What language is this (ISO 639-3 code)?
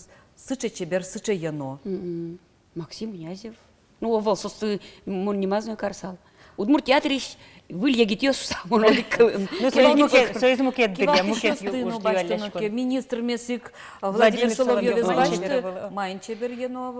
udm